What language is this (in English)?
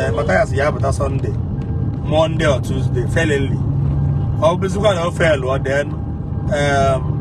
Igbo